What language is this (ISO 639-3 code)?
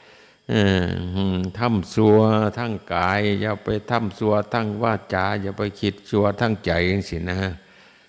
tts